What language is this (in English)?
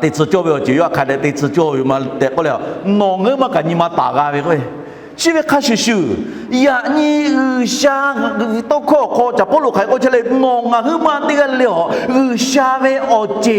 Lahu